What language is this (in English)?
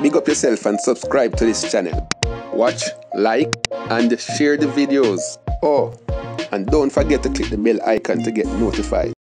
Jamaican Creole English